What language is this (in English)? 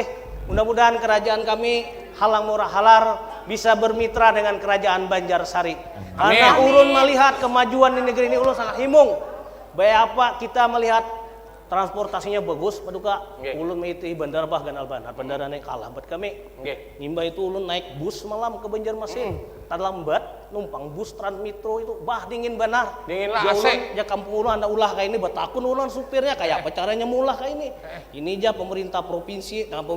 Banjar